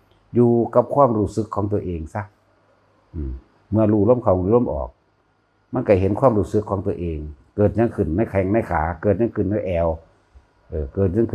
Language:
Northeastern Thai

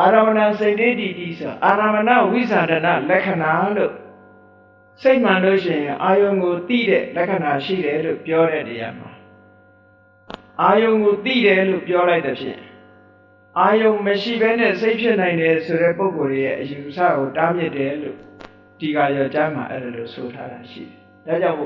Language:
Burmese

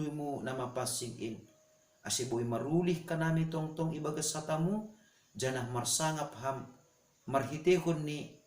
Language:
Batak Simalungun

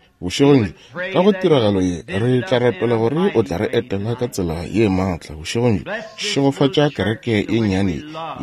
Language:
Northern Sotho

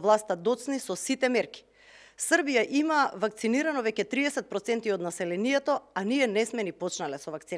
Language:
Macedonian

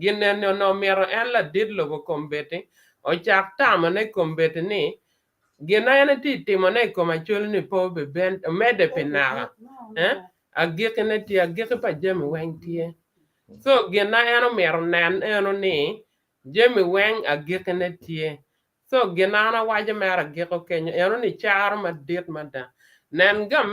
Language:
Acoli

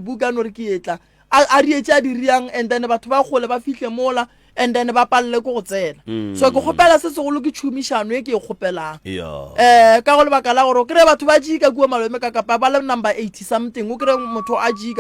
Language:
Northern Sotho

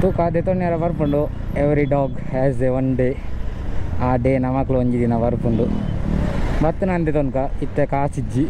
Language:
Tulu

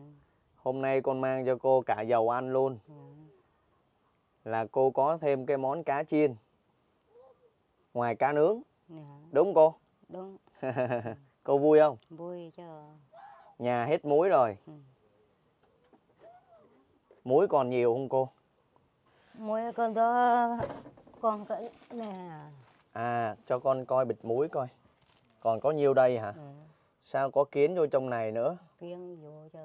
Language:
Vietnamese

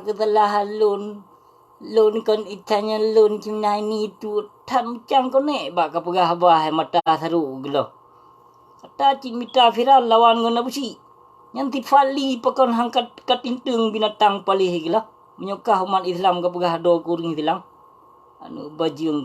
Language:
Achinese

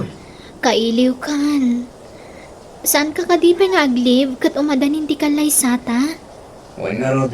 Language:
Iloko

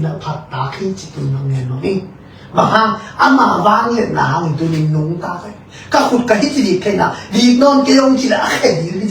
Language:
Tedim Chin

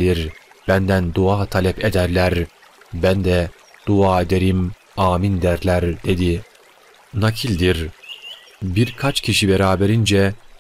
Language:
Turkish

